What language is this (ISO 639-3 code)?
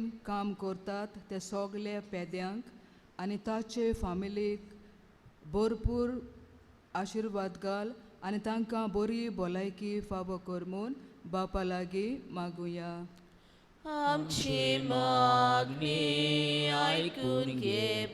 kok